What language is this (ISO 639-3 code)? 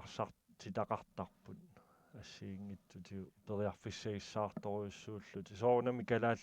kal